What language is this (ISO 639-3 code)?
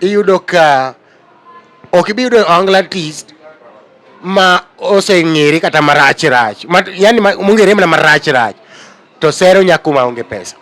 luo